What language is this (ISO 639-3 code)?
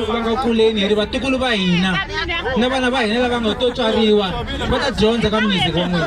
tso